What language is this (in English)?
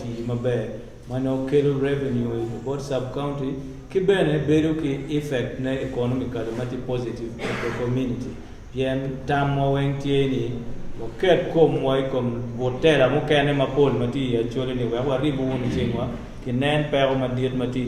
Acoli